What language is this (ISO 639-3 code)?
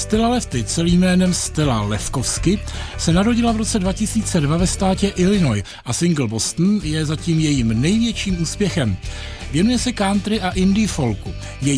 ces